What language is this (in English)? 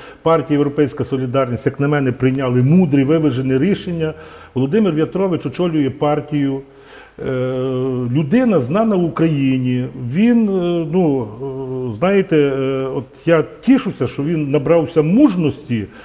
Ukrainian